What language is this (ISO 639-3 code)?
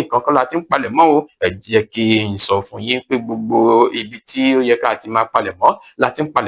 yor